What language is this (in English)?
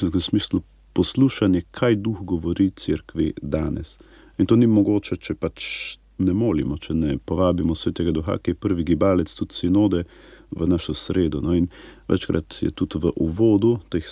Slovenian